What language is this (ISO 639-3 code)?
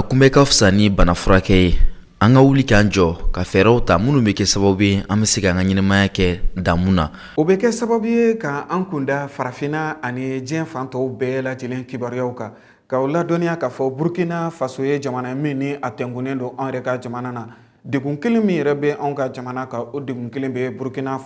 bam